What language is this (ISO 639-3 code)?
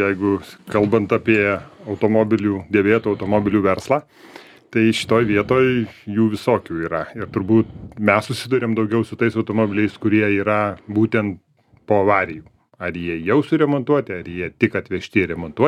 lit